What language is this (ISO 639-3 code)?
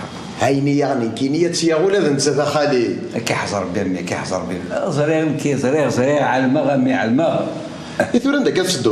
kab